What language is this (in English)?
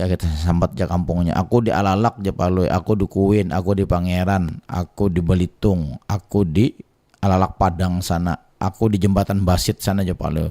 Banjar